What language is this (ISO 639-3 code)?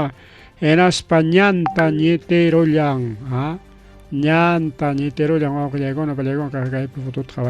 quy